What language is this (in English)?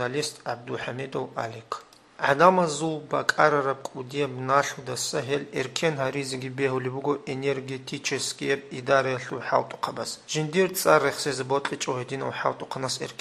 Avaric